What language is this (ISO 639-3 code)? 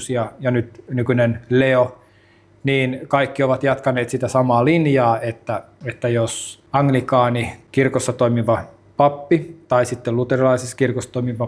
fin